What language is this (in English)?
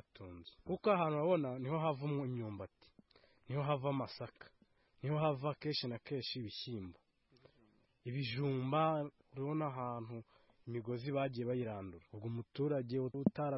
Kinyarwanda